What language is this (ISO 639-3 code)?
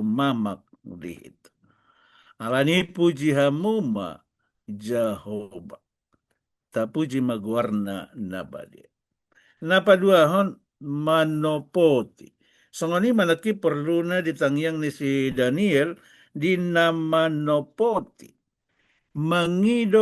bbc